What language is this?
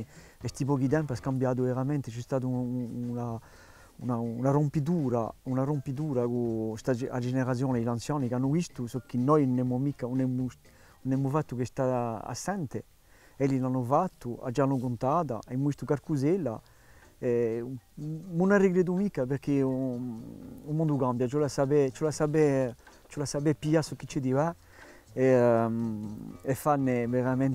Corsican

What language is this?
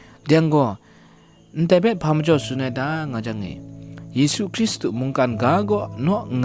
Kachin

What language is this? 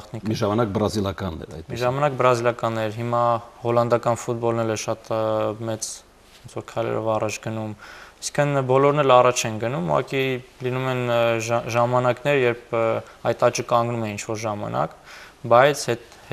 Armenian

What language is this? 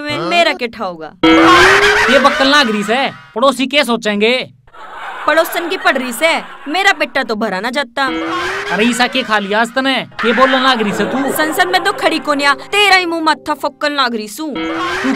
Haryanvi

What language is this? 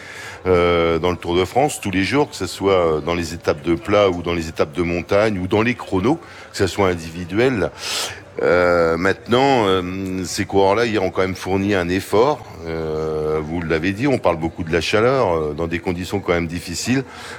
French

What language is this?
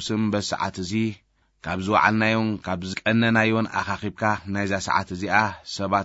Tigrinya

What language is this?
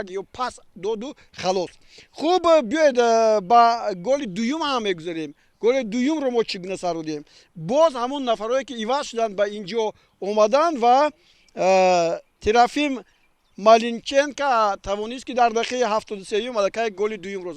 Tajik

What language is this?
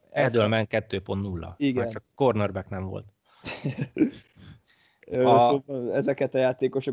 Hungarian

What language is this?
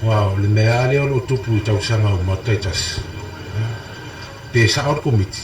Samoan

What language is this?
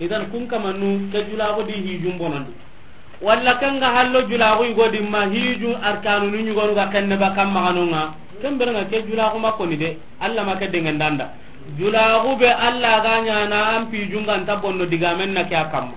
Soninke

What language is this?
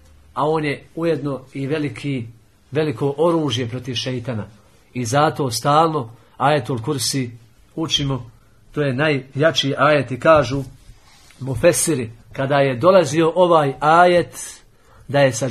Bosnian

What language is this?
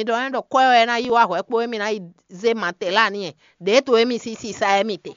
Fon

